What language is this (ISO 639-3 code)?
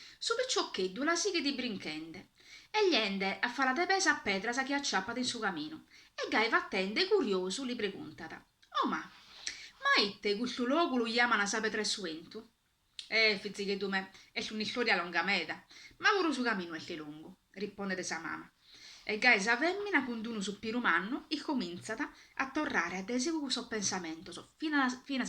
srd